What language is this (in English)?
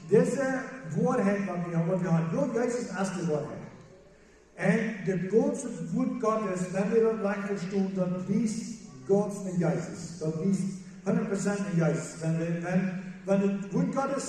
Plautdietsch